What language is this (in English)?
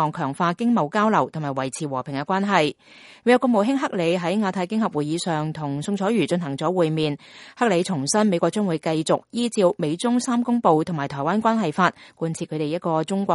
Cantonese